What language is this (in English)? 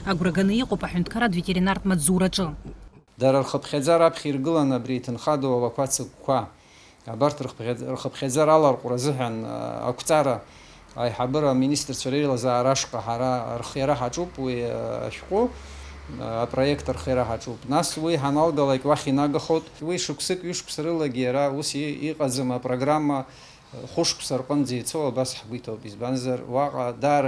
Abkhazian